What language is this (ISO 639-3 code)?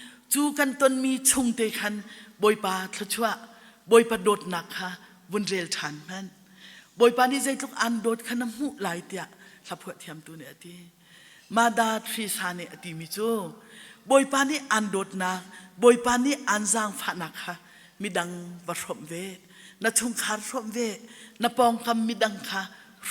cnh